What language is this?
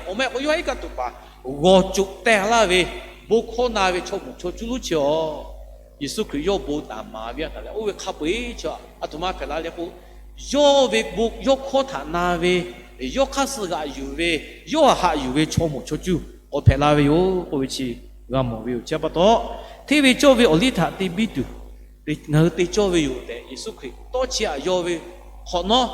Lahu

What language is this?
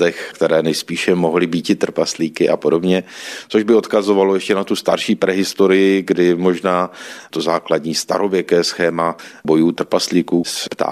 Czech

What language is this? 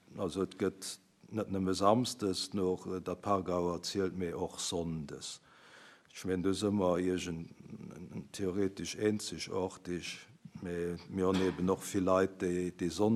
Luxembourgish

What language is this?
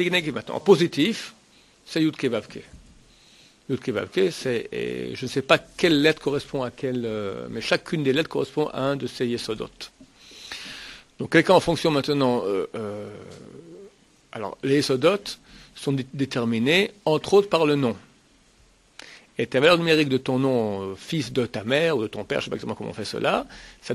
French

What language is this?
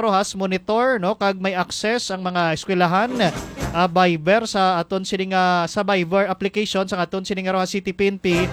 Hiligaynon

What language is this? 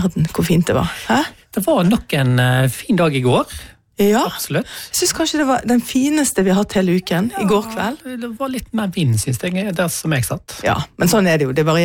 Norwegian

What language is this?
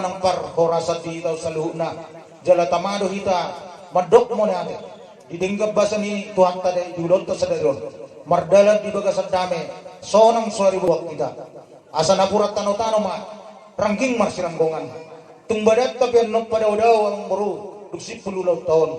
Batak Toba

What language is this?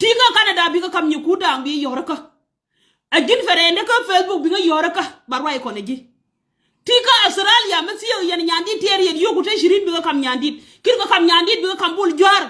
Nuer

